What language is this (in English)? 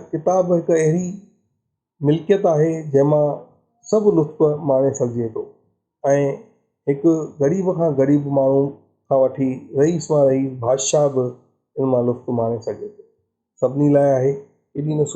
Sindhi